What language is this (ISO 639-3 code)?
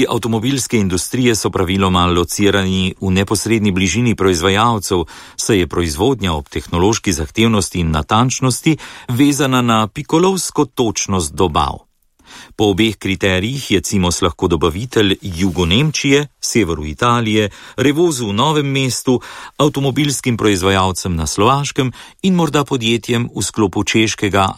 slv